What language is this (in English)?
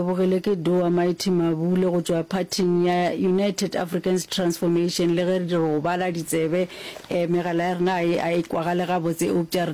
Northern Sotho